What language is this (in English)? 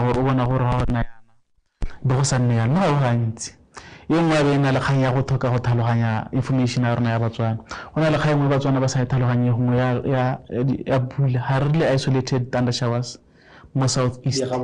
Tswana